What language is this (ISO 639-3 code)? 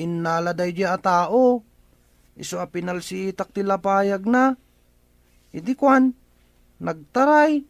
ilo